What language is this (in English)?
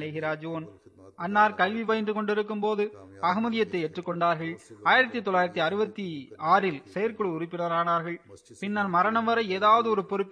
Tamil